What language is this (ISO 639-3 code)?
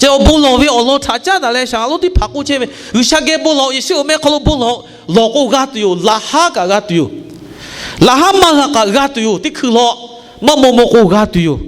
lhu